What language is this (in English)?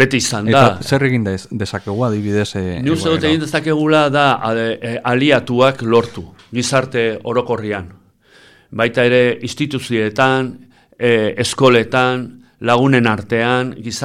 Basque